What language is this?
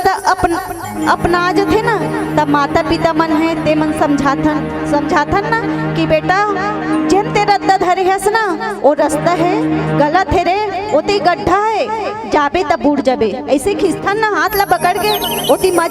Chhattisgarhi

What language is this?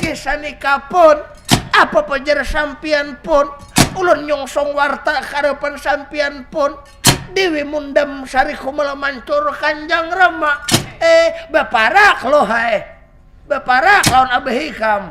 Banjar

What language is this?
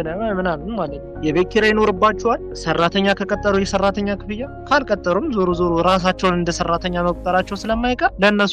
Amharic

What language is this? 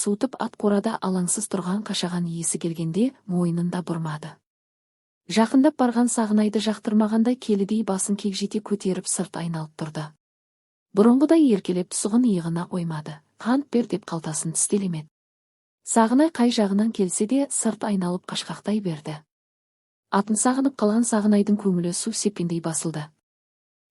Kazakh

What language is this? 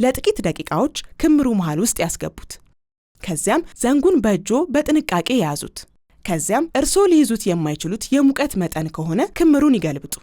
Amharic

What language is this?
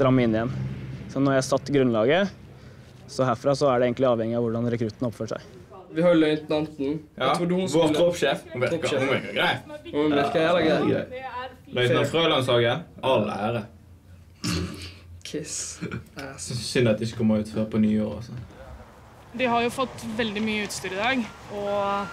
Norwegian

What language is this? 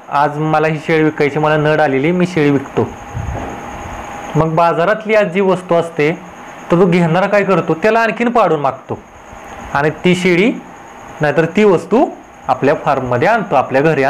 Marathi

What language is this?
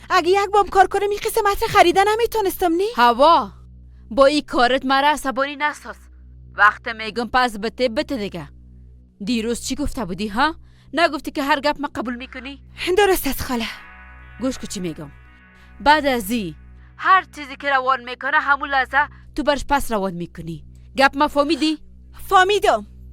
Persian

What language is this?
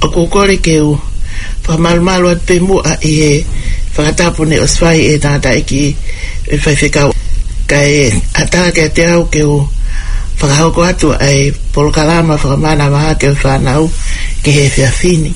Tongan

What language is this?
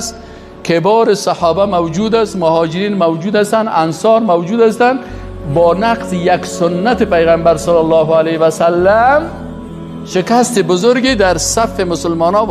Persian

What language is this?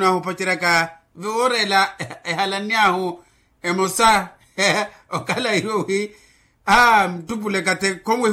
Makhuwa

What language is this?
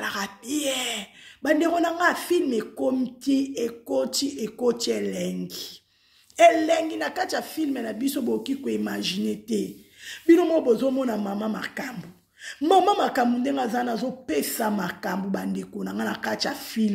Lingala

